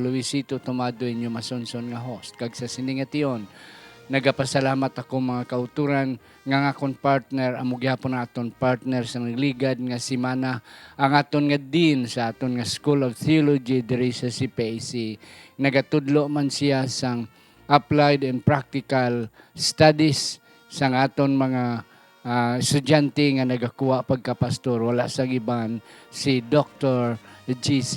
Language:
Hiligaynon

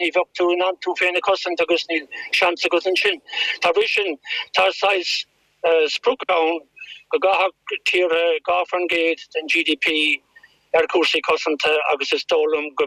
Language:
Irish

